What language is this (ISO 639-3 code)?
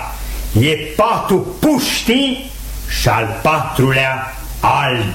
ron